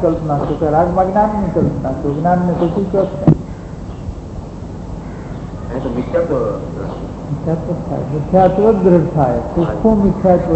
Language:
Gujarati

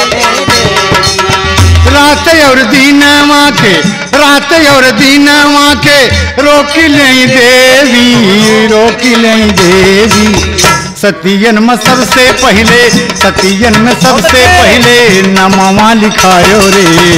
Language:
Bhojpuri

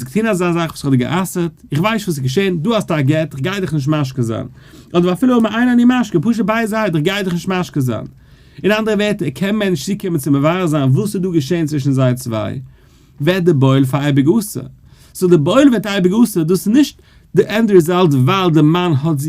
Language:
Yiddish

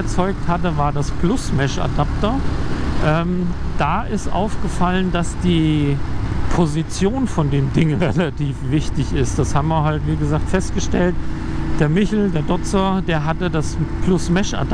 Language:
German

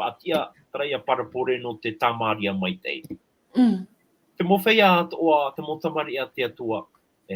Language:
Tahitian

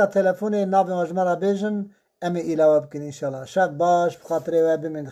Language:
Kurdish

